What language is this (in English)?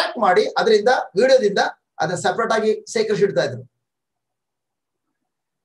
Kannada